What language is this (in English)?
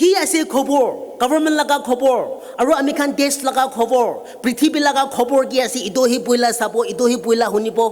Naga Pidgin